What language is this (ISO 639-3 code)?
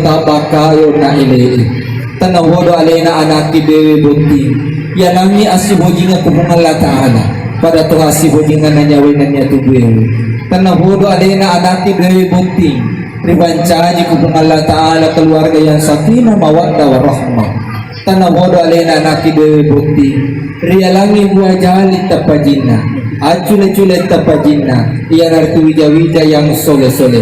bug